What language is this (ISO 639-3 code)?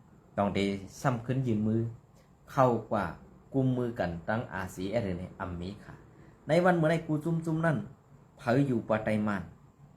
shn